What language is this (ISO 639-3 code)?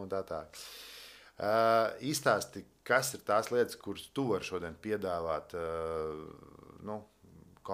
lav